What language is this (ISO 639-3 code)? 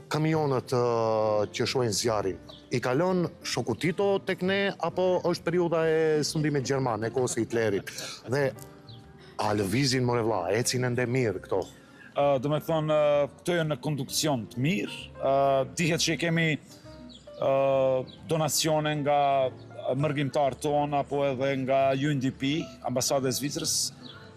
sqi